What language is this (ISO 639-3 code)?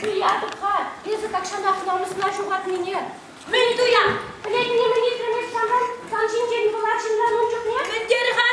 chv